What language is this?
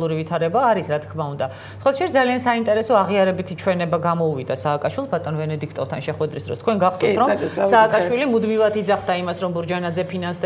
Georgian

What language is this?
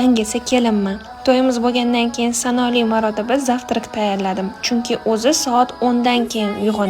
Uzbek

